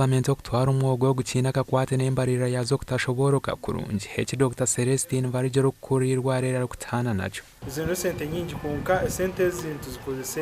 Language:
Nyankole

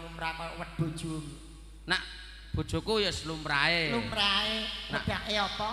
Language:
Javanese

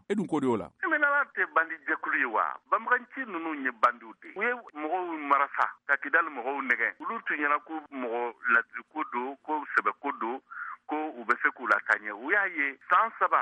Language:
Bambara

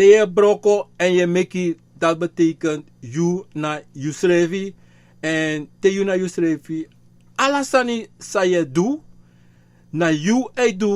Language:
Sranan Tongo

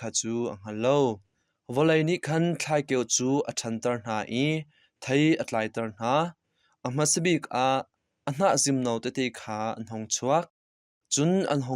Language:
Hakha Chin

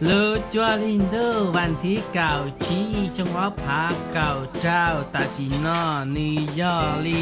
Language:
Hmong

